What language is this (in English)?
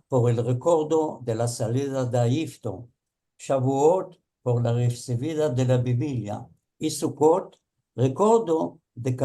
Ladino